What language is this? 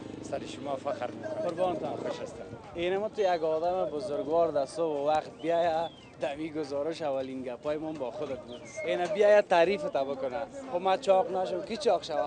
Persian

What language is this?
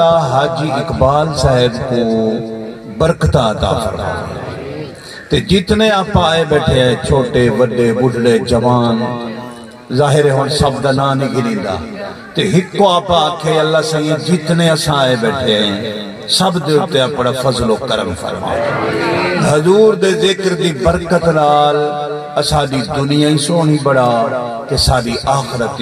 Saraiki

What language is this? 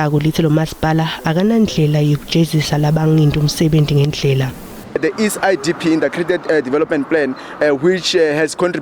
Zulu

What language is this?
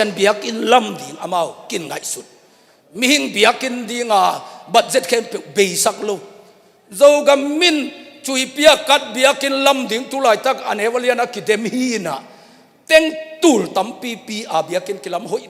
Tedim Chin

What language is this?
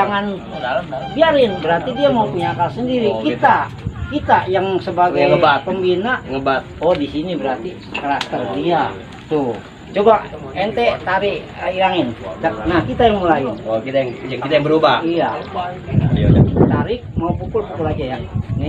Betawi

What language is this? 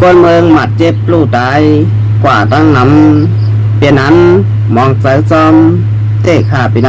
Shan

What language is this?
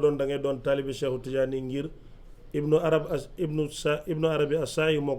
Wolof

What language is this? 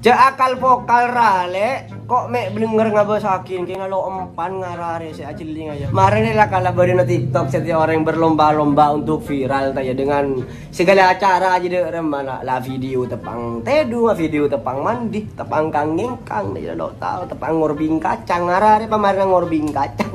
Madurese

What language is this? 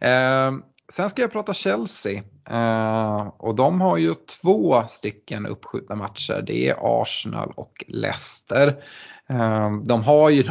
Swedish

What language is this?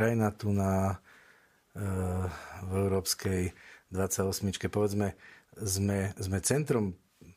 Slovak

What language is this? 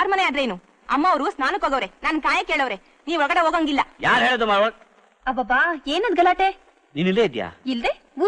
Kannada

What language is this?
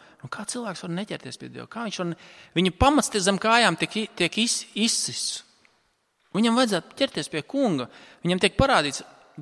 Latvian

